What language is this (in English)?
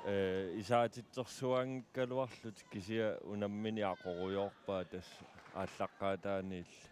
Kalaallisut